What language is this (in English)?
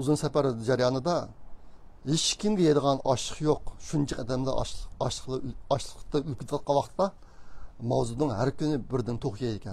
Uyghur